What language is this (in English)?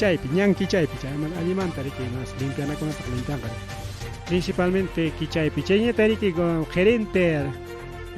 Ayacucho Quechua